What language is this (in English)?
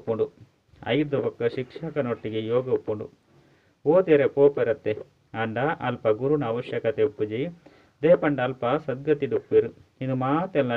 Tulu